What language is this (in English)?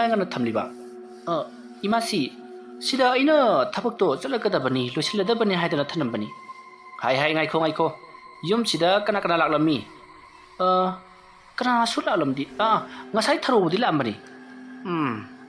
Manipuri